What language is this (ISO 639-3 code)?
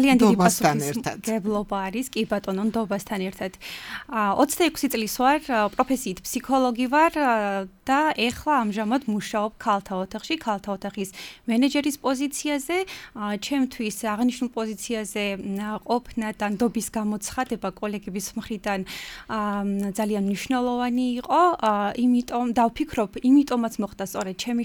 kat